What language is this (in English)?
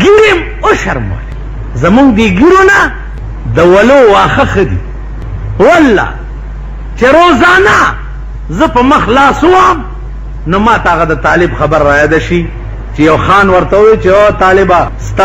Pashto